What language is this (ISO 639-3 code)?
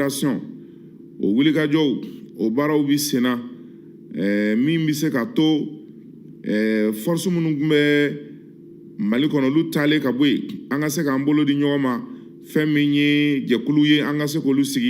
bam